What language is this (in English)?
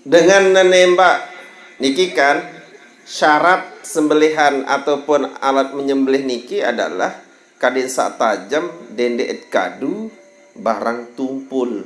Sasak